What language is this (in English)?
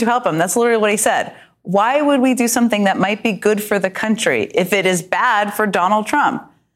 English